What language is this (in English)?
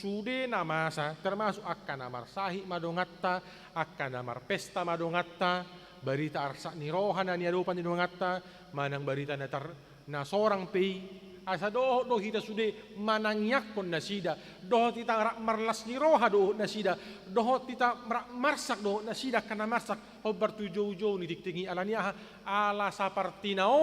Batak Toba